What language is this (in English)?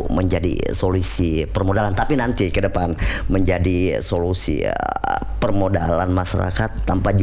Indonesian